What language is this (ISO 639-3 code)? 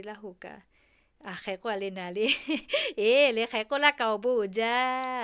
lhu